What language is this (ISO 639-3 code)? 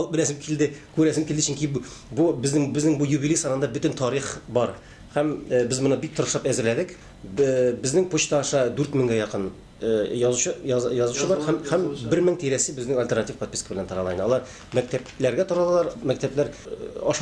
tat